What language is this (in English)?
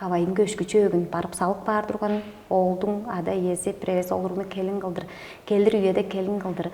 Tuvinian